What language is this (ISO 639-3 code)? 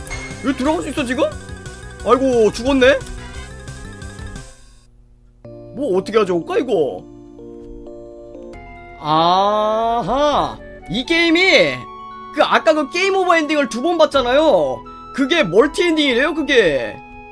kor